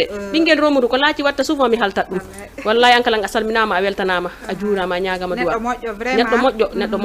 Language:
Fula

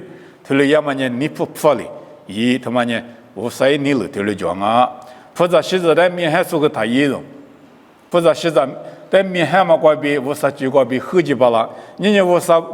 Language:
Lisu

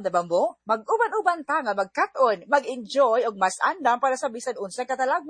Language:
Cebuano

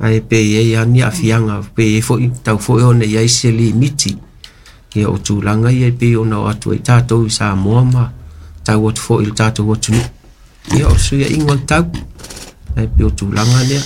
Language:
Samoan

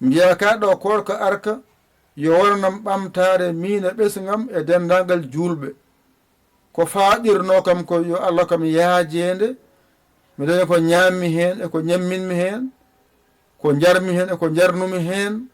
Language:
Fula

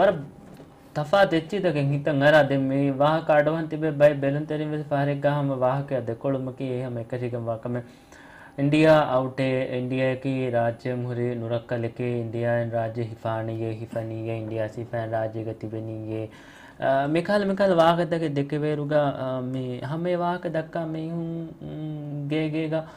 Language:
Divehi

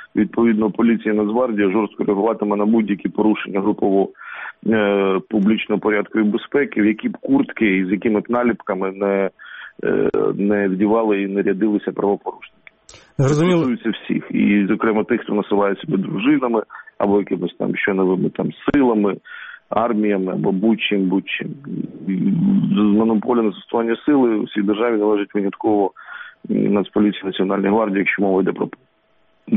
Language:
Ukrainian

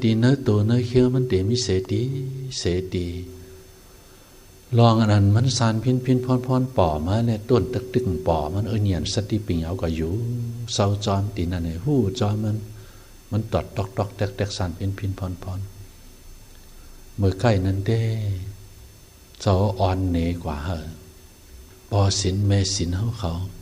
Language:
Shan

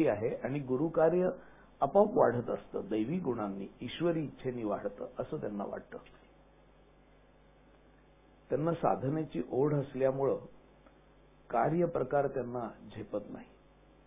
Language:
Marathi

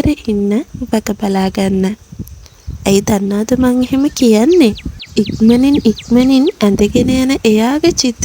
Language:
Sinhala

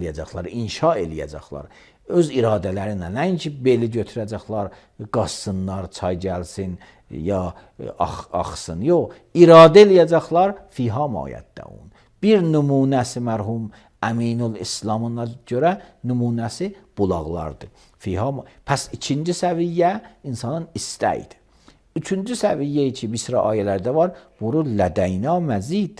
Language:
Azerbaijani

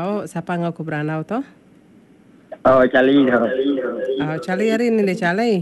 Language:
Iban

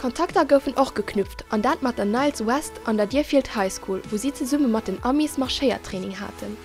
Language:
Luxembourgish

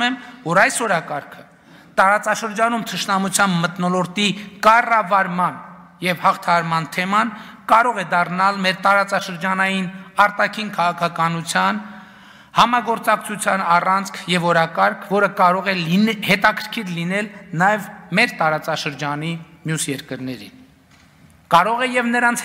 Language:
Armenian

